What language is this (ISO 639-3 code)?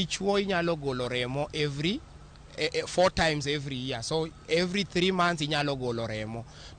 luo